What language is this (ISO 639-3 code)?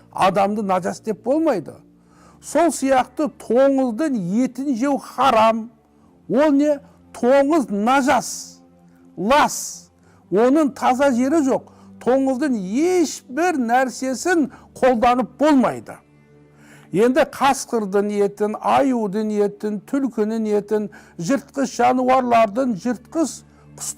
kaz